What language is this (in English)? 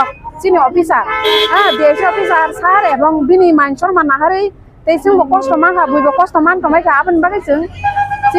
Kok Borok